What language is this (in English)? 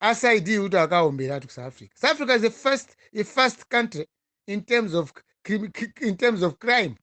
Nyanja